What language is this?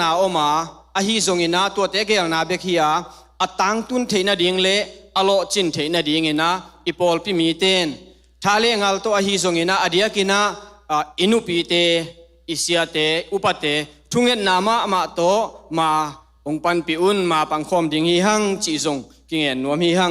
Tedim Chin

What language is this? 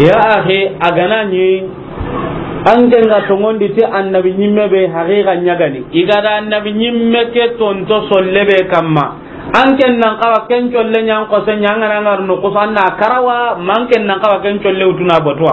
Soninke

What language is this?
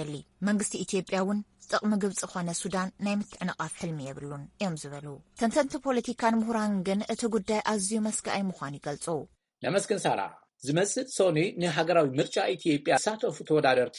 Tigrinya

